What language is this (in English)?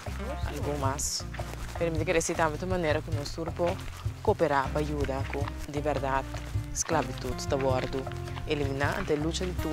Papiamento